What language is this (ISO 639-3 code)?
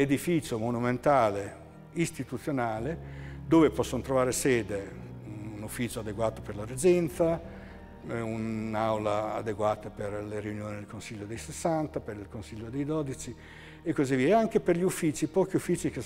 ita